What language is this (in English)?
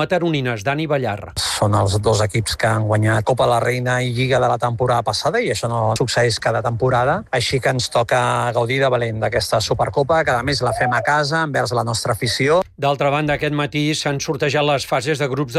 Catalan